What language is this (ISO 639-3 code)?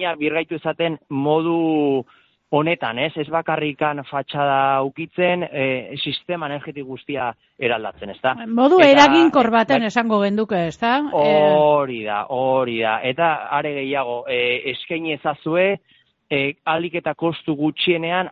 eus